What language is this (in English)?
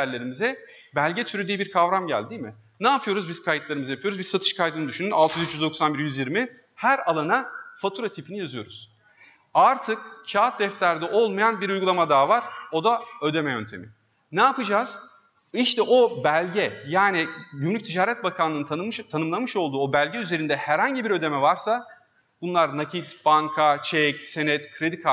Turkish